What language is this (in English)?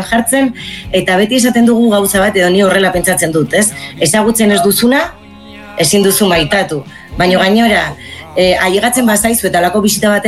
Basque